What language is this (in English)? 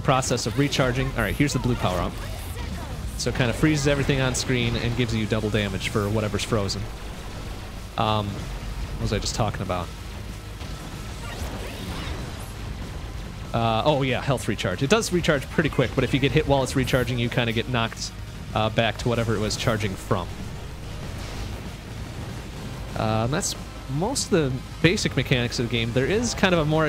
English